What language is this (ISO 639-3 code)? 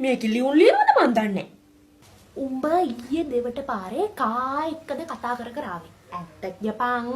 sin